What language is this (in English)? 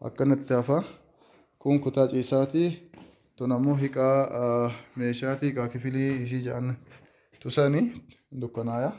Oromo